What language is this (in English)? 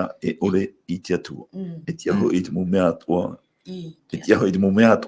Tahitian